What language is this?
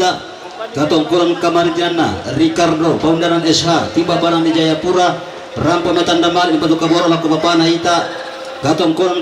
Toraja-Sa'dan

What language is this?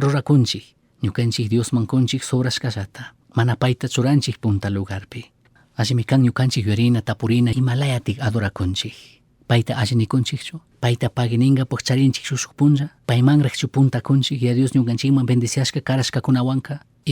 Chimborazo Highland Quichua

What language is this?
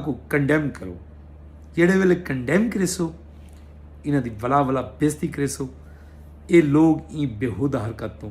Saraiki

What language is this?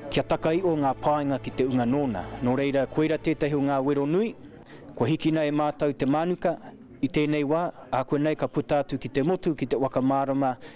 Māori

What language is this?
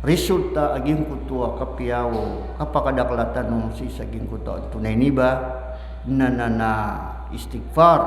Maranao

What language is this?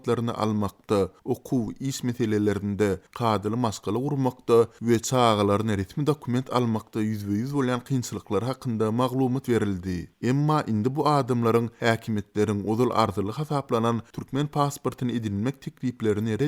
Turkmen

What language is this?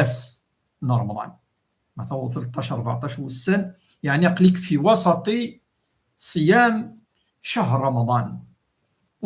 Kabyle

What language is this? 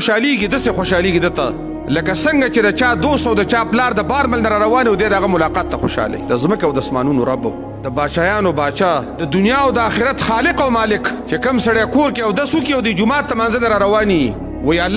Pashto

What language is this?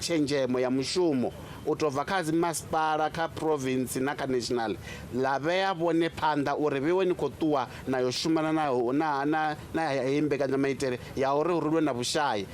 Venda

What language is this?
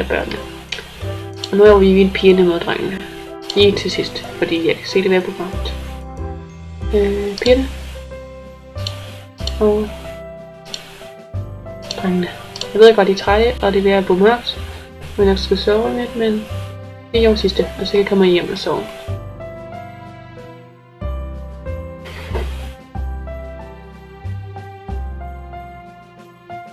Danish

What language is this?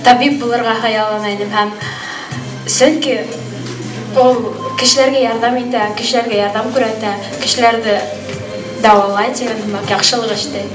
Bashkir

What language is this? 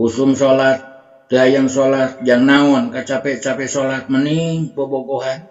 Sundanese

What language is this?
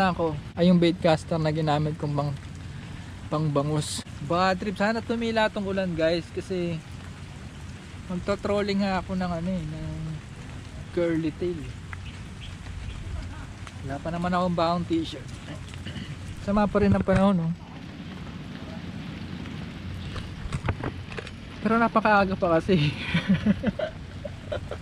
Filipino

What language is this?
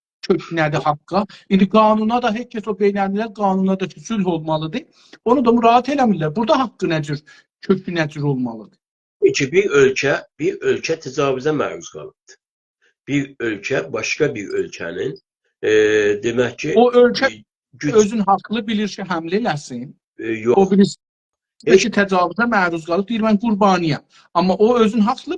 South Azerbaijani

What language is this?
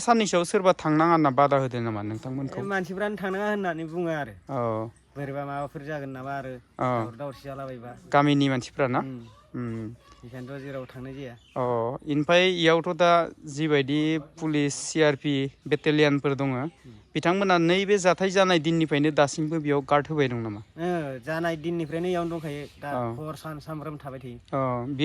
Bodo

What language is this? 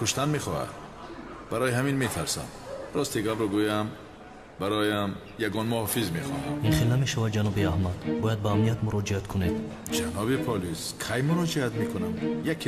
Tajik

